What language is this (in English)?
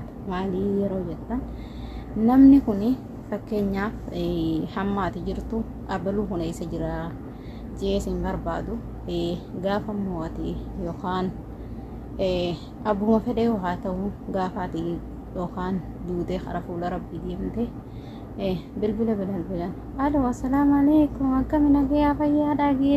Oromo